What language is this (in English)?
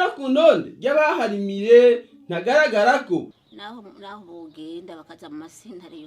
Rundi